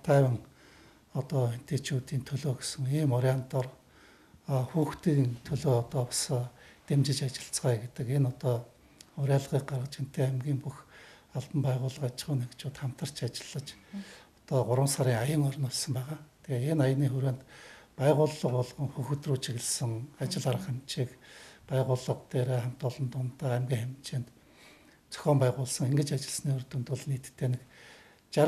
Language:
Mongolian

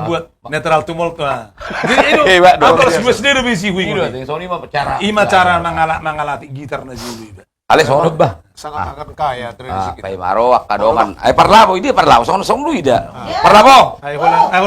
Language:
Batak Toba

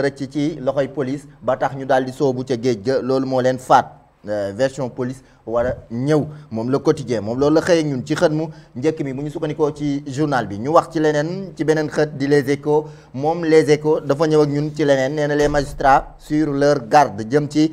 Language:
Wolof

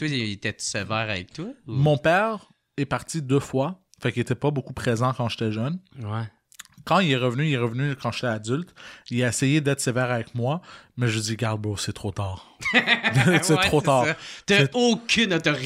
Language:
French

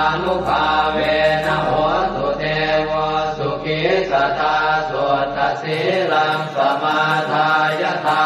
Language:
Pali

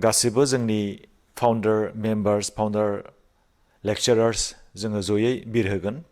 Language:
Bodo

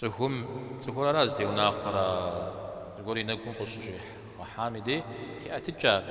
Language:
Kabardian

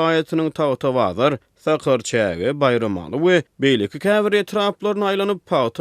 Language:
Turkmen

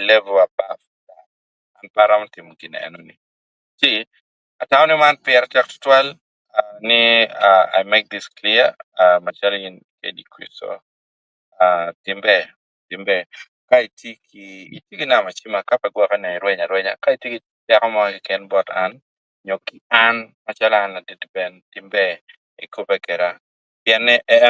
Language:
Acoli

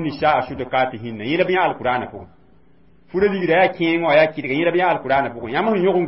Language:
Mossi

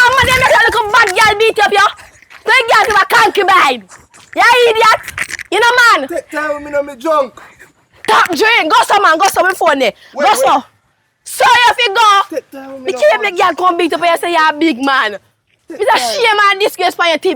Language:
Jamaican Creole English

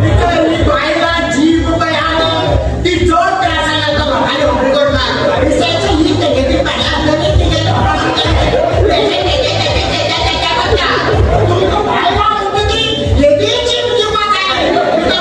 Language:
Konkani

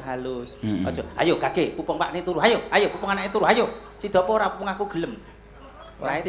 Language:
Javanese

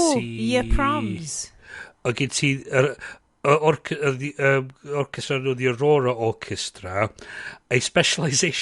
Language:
Welsh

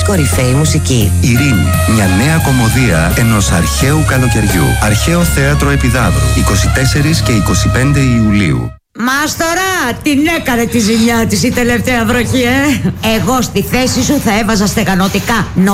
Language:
Greek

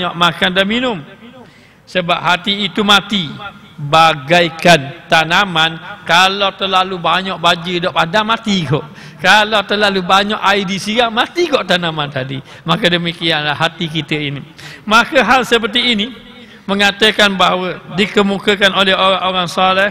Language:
Malay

